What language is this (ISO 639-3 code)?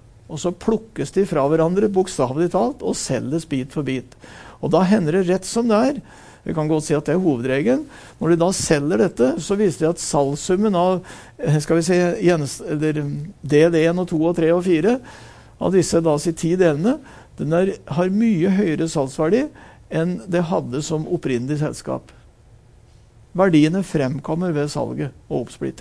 nor